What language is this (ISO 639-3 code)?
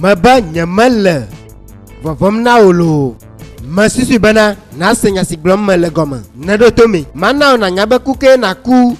ewe